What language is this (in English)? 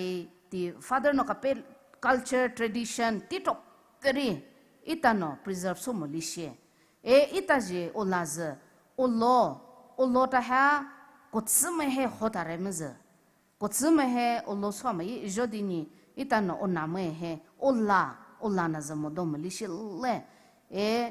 Poumei Naga